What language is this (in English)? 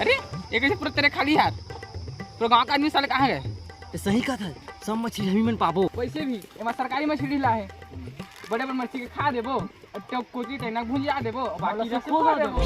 Chhattisgarhi